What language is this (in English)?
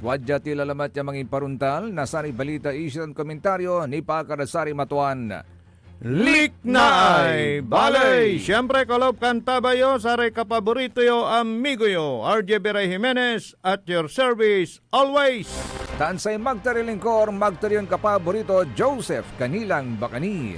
Pangasinan